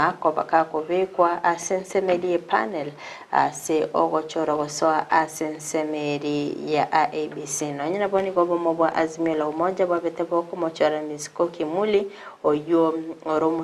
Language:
Gusii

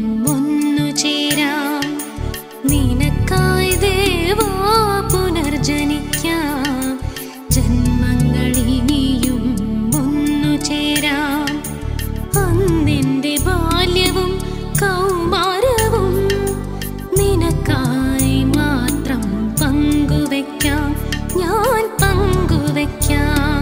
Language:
Malayalam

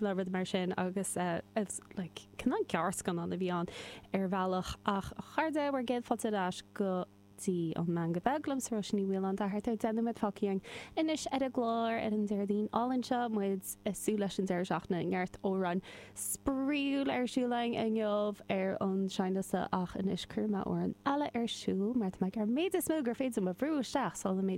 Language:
Irish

